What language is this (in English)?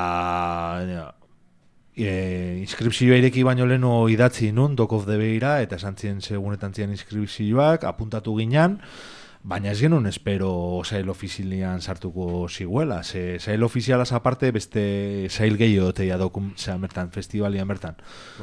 Basque